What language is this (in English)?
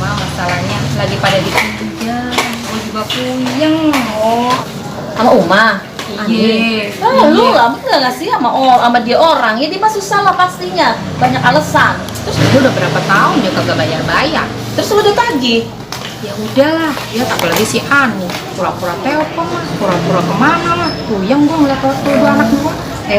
Betawi